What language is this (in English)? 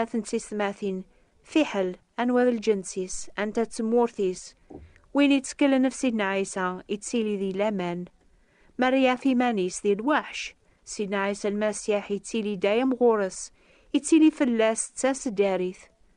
Kabyle